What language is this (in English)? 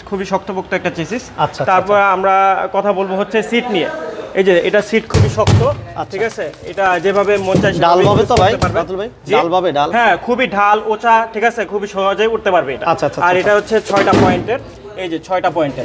Bangla